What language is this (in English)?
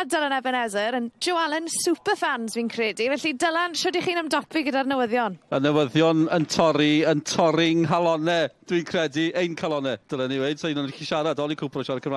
Welsh